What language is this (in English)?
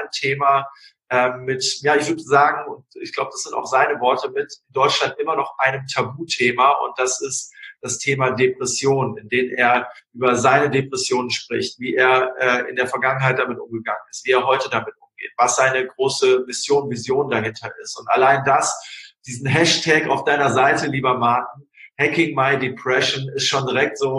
German